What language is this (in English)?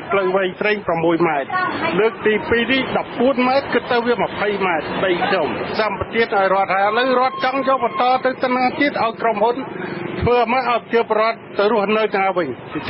Khmer